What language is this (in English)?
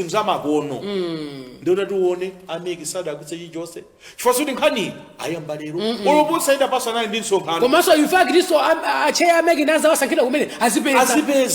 Nyanja